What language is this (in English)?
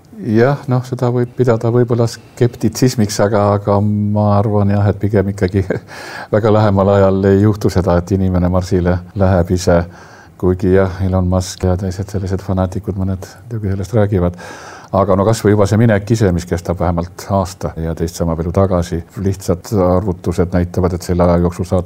Estonian